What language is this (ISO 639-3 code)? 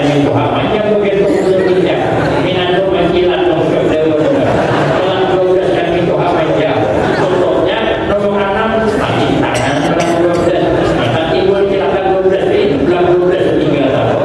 bjn